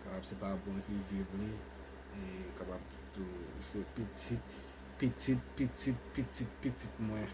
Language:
Haitian Creole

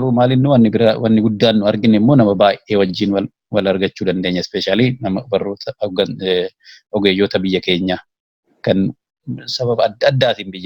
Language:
Oromo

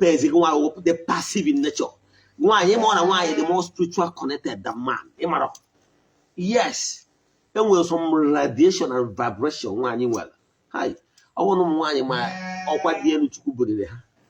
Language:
Igbo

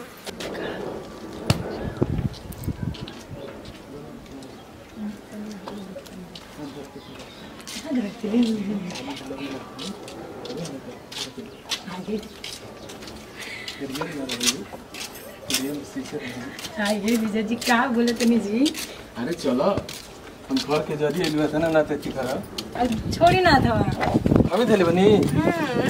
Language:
Bhojpuri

